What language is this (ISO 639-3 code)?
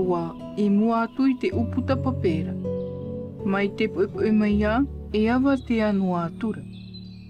tah